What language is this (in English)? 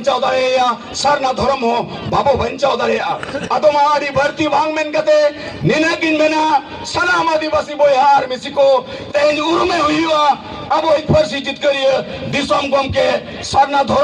Santali